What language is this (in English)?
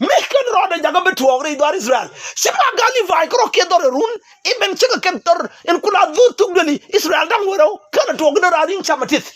Nuer